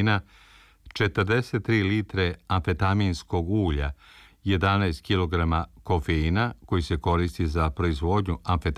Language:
Serbian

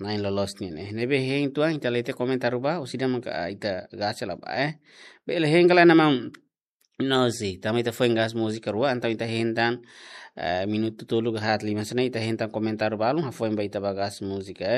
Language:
Tetum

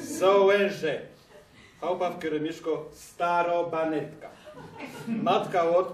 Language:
Silesian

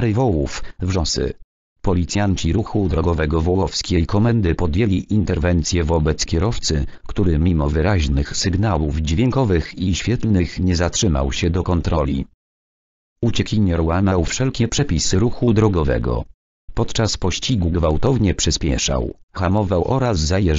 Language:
Polish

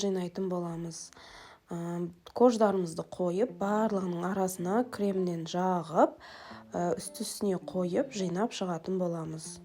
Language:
Kazakh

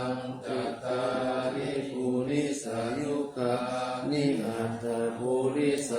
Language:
Pali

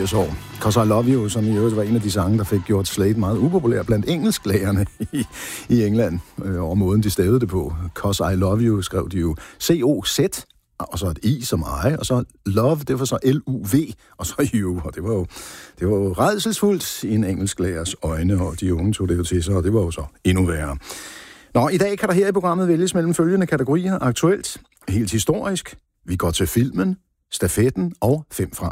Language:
Danish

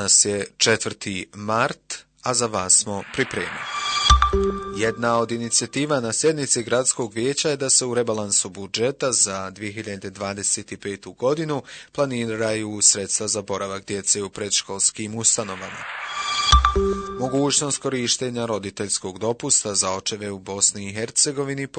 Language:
Bosnian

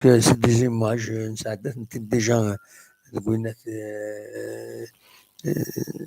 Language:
Kabyle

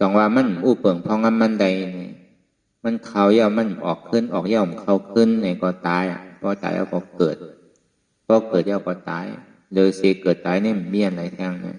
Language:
Shan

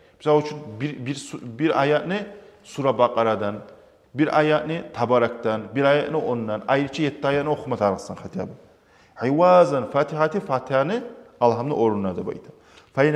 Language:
Kumyk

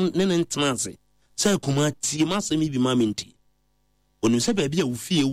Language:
Akan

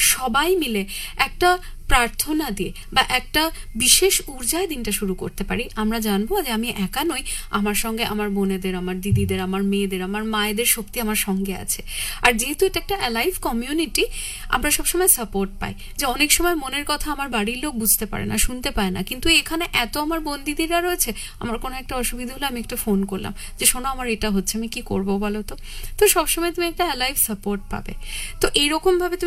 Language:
Bangla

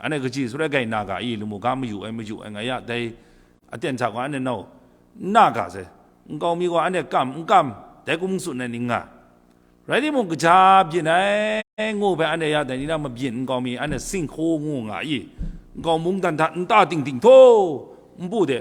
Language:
Kachin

